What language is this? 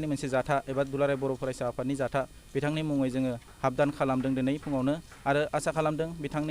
Bodo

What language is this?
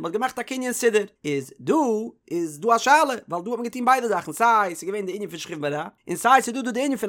Yiddish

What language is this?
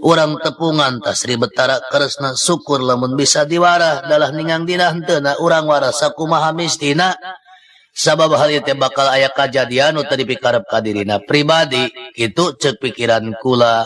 Sundanese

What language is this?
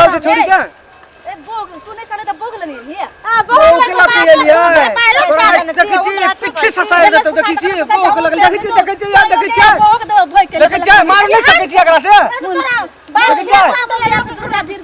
Maithili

